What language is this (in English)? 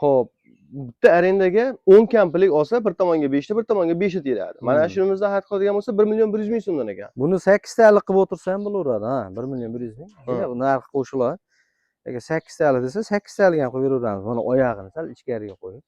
Uzbek